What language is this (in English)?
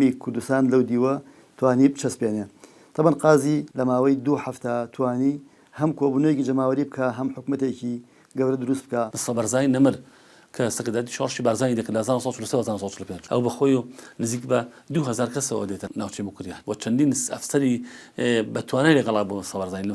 Central Kurdish